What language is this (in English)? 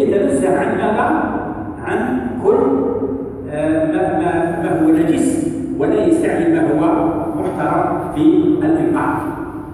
Arabic